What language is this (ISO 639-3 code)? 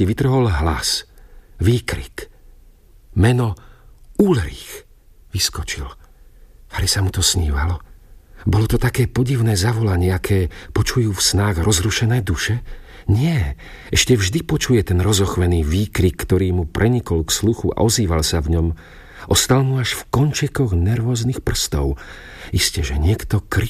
slk